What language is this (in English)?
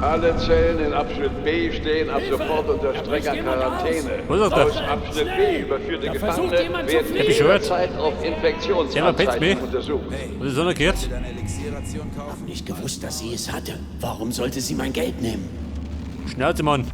Bavarian